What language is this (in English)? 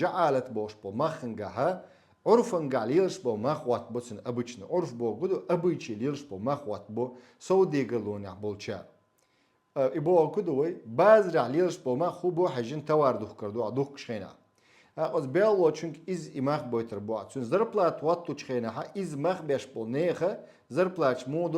Chechen